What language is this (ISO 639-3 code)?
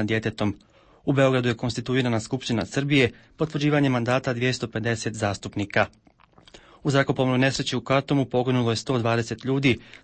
hrv